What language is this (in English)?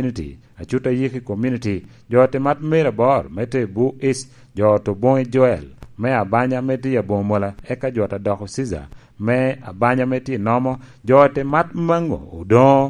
Lango (Uganda)